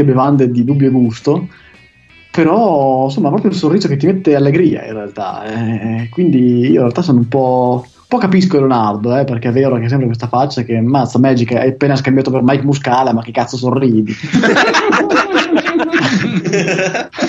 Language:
Italian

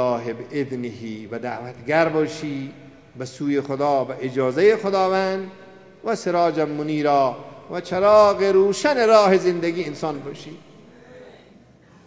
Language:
Persian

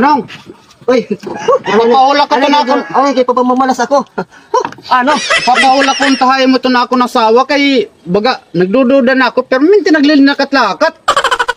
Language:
Waray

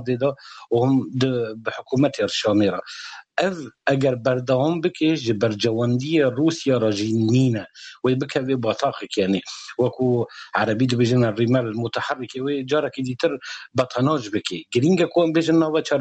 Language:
Kurdish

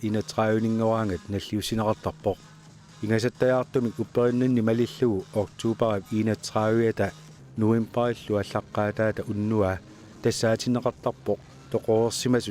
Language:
Kalaallisut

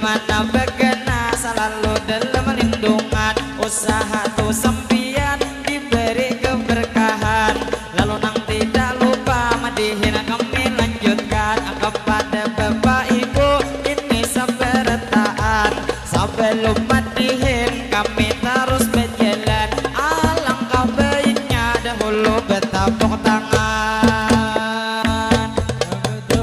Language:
Banjar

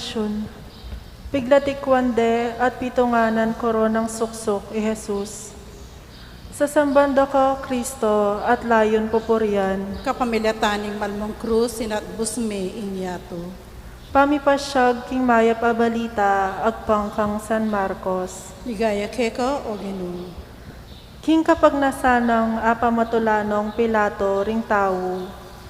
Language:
Pampanga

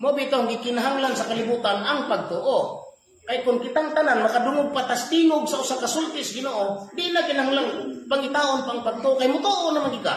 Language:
Cebuano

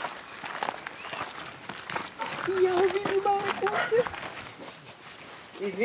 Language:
Serbian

